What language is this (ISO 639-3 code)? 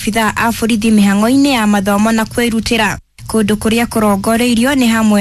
kik